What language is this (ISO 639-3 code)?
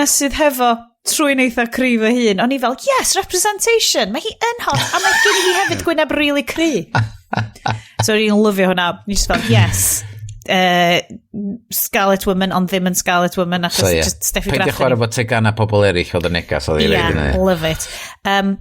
cym